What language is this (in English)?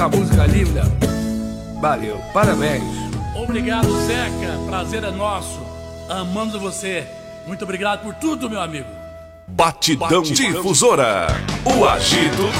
Portuguese